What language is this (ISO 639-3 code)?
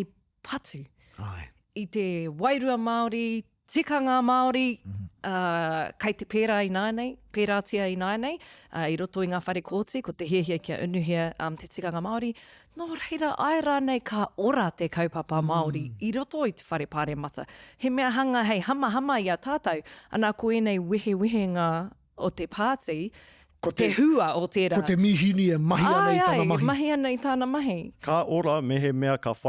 mri